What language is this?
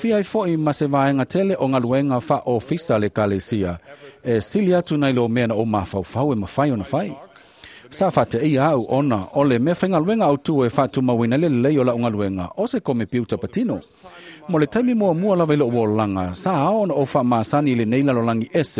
Samoan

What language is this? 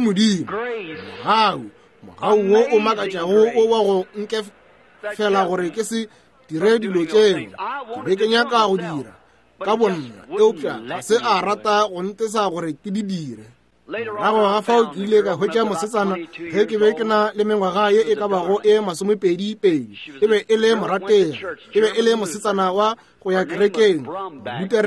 Northern Sotho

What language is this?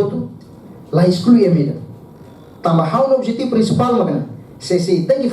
Tetum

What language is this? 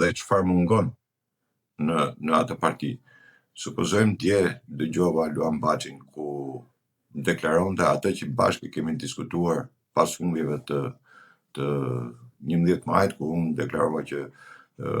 Albanian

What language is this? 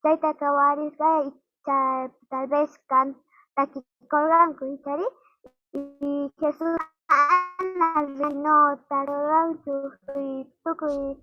South Bolivian Quechua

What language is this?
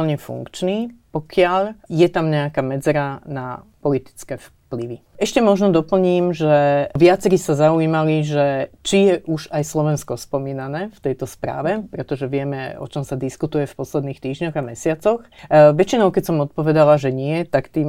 Slovak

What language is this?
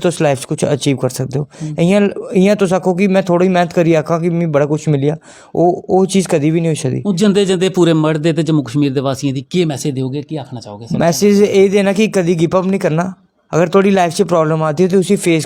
Dogri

